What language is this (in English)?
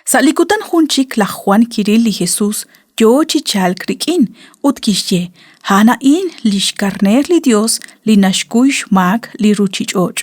Kekchí